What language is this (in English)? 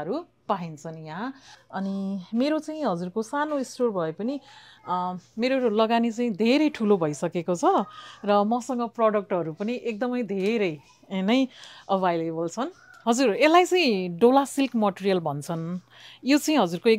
Nepali